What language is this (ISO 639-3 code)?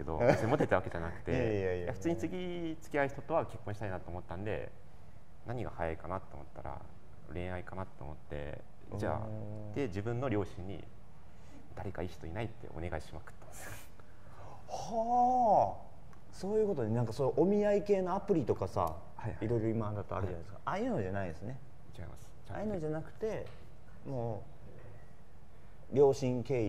jpn